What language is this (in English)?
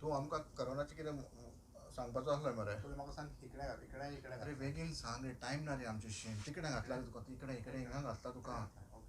Konkani